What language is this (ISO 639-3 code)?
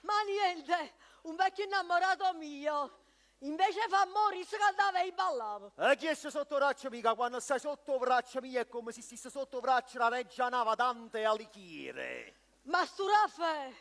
nap